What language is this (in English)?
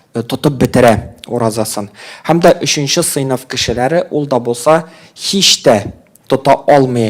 Tatar